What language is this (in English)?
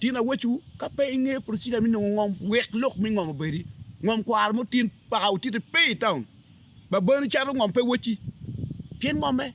Acoli